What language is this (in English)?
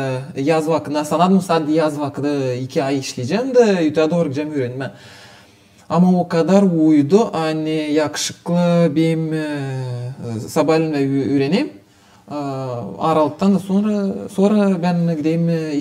Gagauz